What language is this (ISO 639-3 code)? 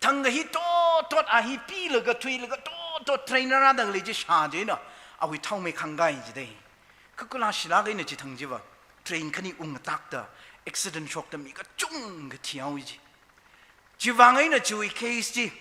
nmf